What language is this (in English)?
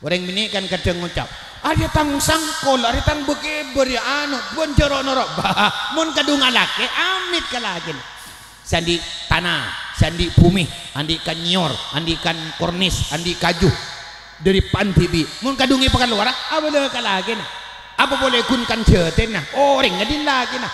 Madurese